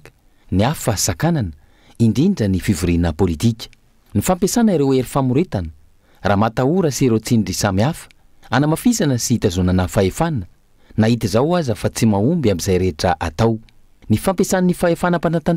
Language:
Malagasy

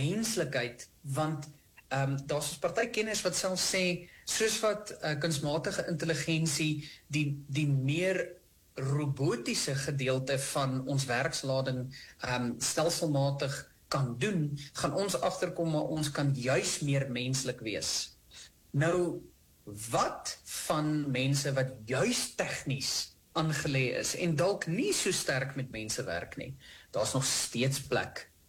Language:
Afrikaans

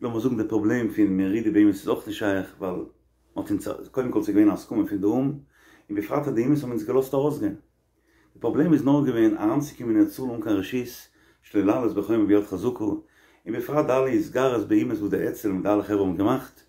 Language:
Yiddish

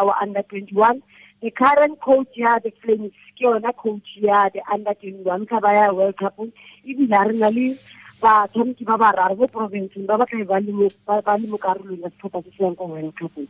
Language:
Tswana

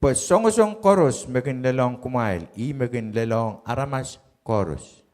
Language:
Pohnpeian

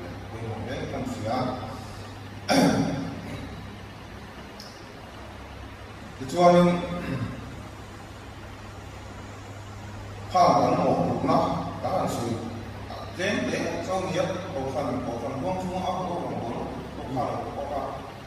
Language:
Mizo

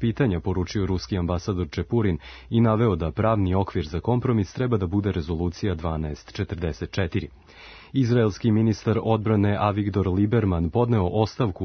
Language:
Serbian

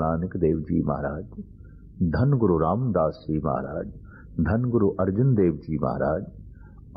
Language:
Punjabi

